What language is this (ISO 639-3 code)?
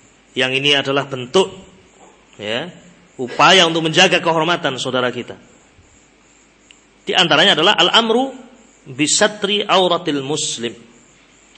ind